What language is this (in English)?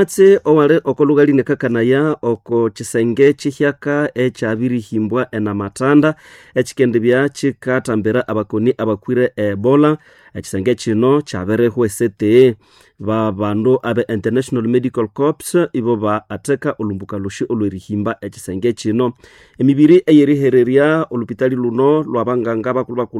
Nande